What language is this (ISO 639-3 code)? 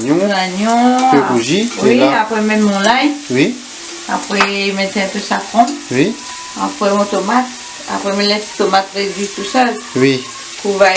rcf